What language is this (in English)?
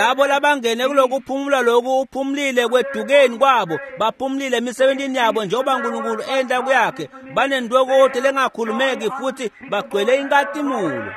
Swati